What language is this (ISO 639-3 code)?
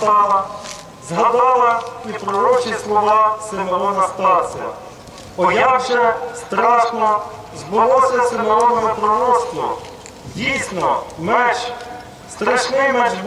ukr